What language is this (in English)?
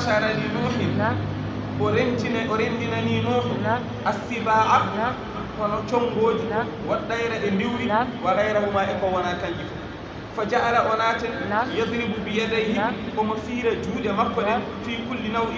Fula